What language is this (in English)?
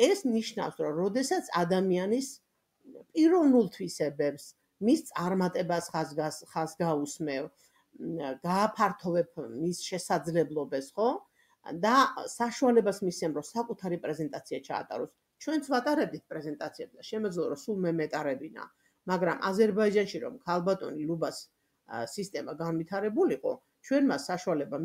Georgian